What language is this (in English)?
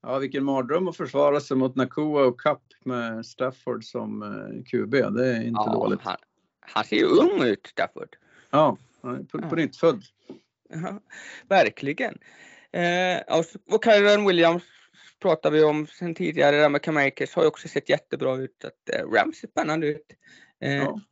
Swedish